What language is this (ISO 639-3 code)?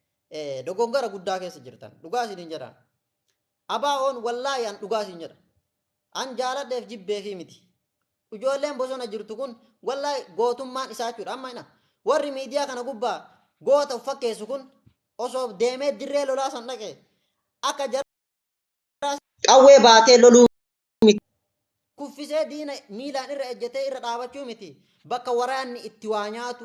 orm